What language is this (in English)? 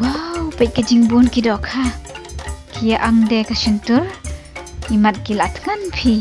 Khasi